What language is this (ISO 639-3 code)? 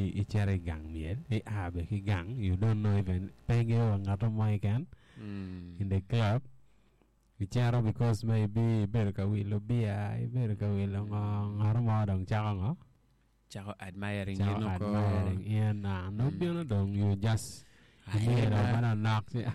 ach